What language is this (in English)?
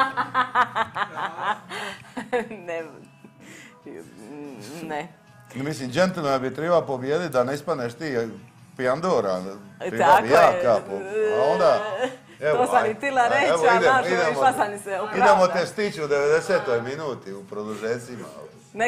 Croatian